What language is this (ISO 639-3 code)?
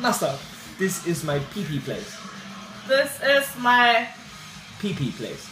fao